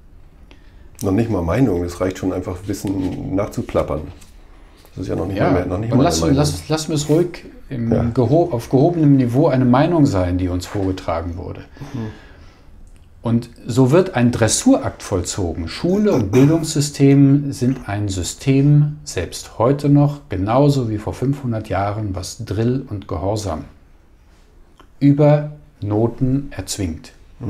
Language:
German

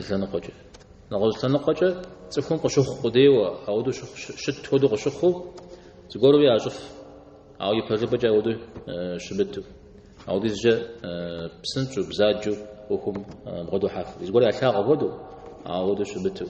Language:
Kabardian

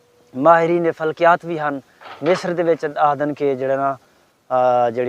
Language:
Saraiki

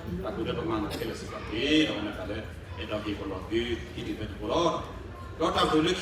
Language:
S'gaw Karen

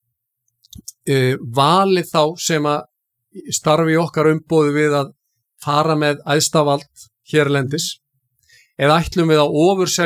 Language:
Icelandic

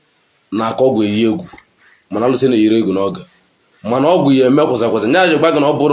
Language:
Igbo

